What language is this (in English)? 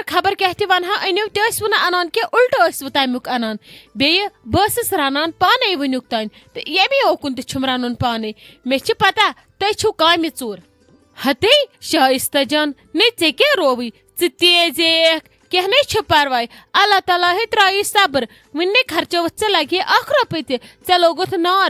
Kashmiri